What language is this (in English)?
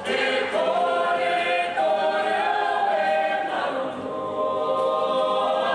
Māori